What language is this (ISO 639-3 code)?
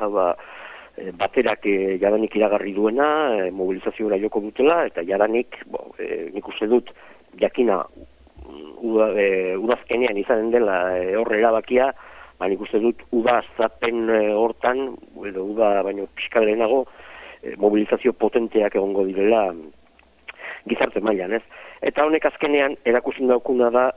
eus